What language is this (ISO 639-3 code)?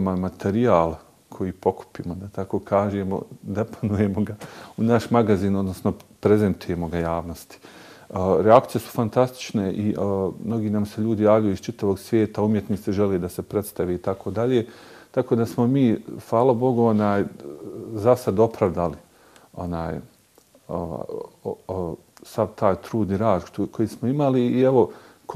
bos